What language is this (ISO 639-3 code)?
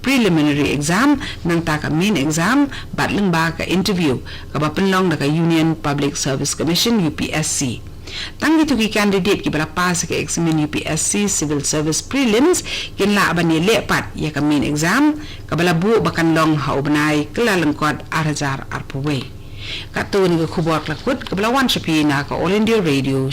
kha